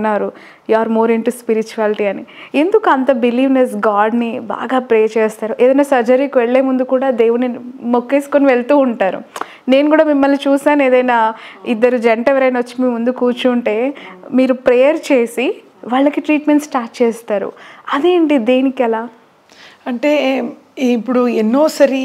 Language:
Telugu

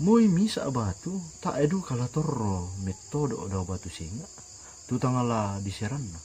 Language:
Toraja-Sa'dan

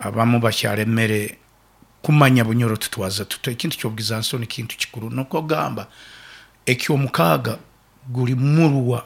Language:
Nyoro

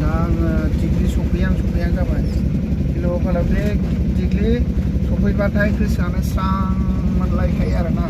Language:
Bodo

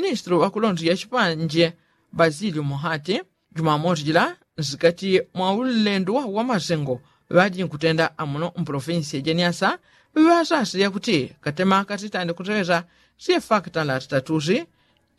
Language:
Yao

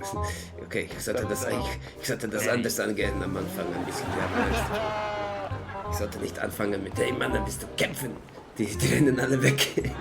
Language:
Swiss German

